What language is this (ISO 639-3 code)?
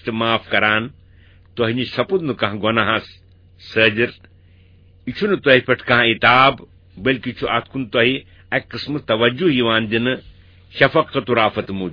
kas